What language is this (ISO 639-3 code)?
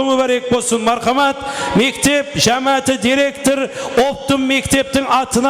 kaa